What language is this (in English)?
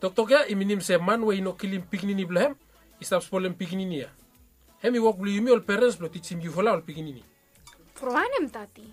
Bislama